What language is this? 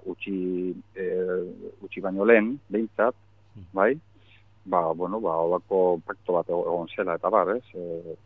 Basque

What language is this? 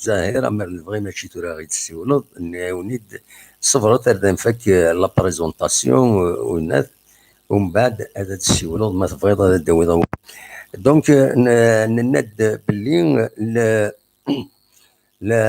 Kabyle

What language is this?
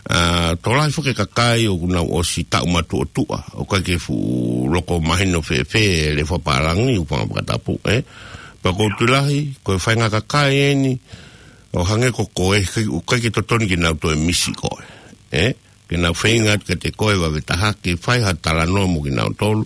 Tongan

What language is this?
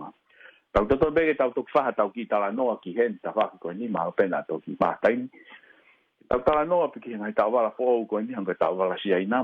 Tongan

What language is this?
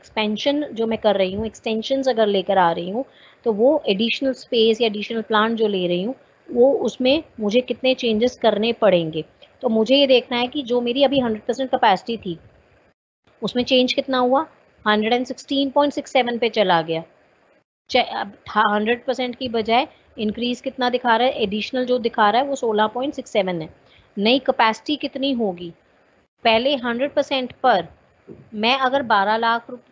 Hindi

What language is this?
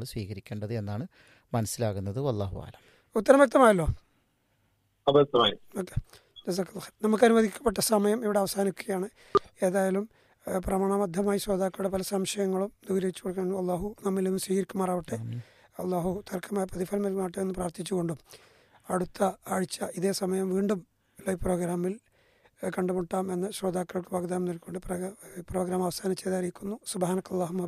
Malayalam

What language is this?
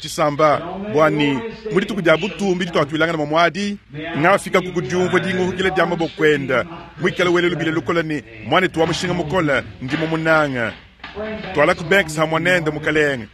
Luba-Lulua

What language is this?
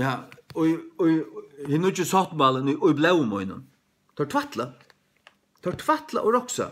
Faroese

